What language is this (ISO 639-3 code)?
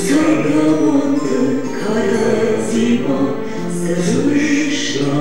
oss